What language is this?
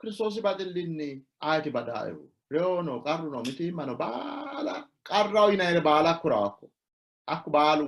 Sidamo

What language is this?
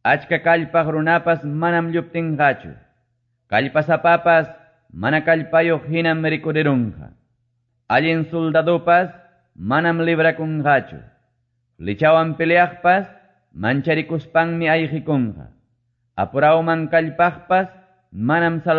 Quechua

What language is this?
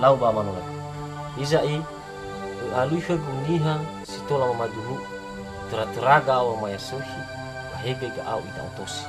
Nias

